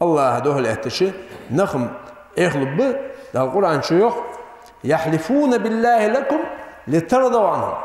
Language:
Ingush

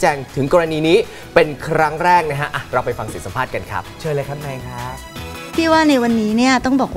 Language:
Thai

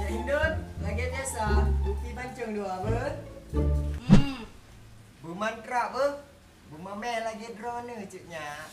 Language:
Achinese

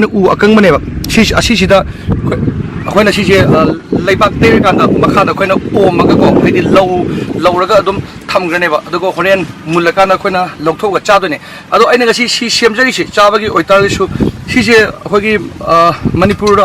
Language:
Manipuri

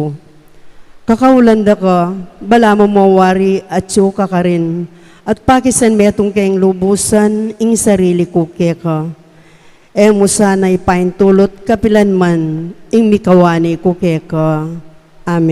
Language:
Pampanga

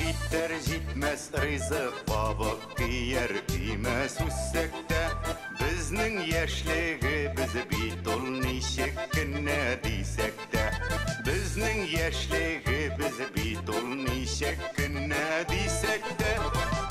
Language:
Bashkir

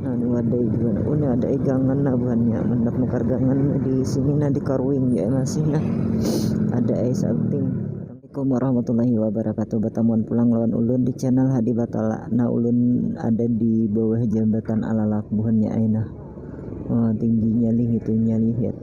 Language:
Banjar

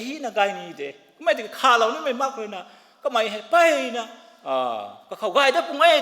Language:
Rongmei Naga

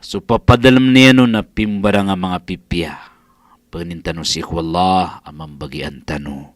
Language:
Maranao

